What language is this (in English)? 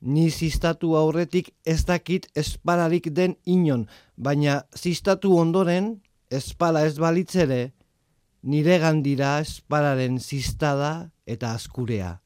Basque